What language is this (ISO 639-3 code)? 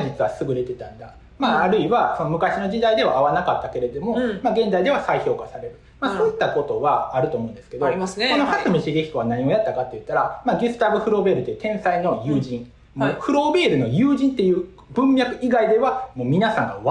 jpn